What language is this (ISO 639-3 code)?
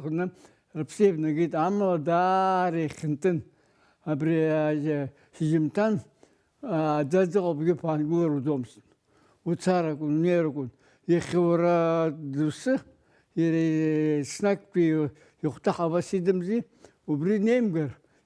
abk